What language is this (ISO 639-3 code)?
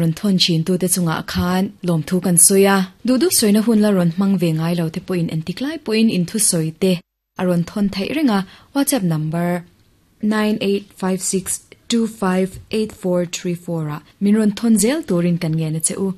lus